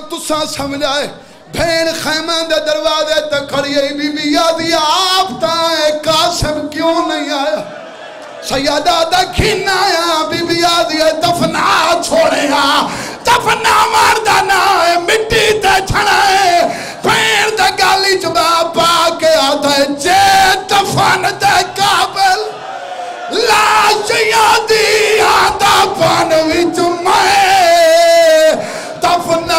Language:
Saraiki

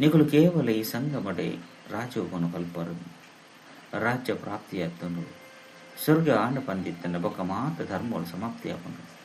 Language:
Tulu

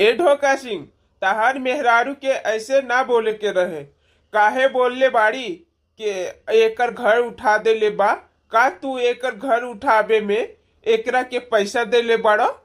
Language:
Bhojpuri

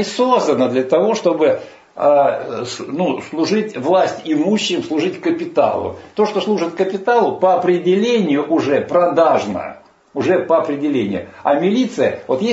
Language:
Russian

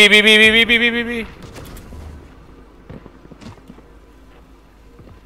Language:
Hindi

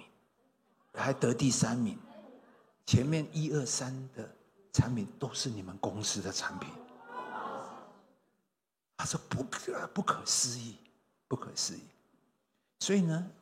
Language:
Chinese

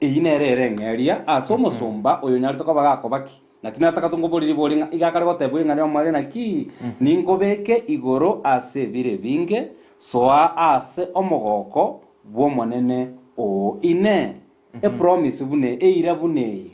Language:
Gusii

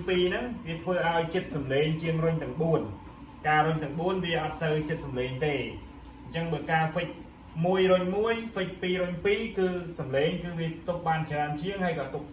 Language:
Khmer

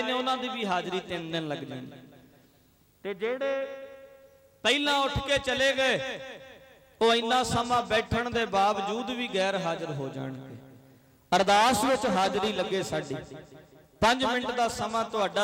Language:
Punjabi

